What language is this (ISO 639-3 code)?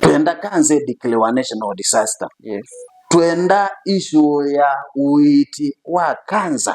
kam